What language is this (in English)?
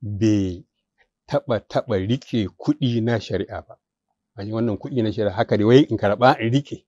Hausa